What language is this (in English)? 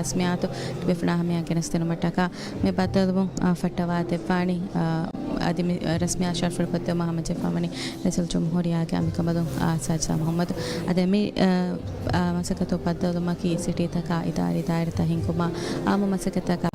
Divehi